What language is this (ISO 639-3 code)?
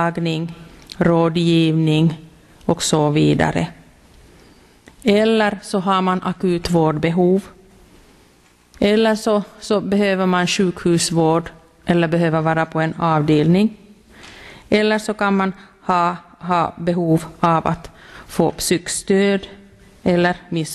swe